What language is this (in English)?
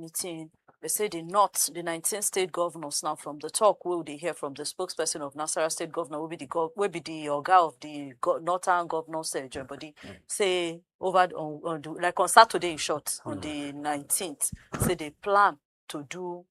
Nigerian Pidgin